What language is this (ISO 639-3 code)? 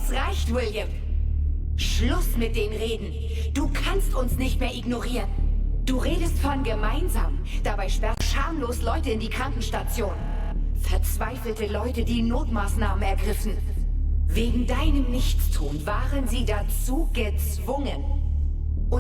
gsw